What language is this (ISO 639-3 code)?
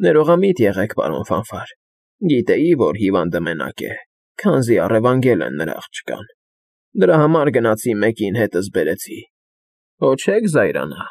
hye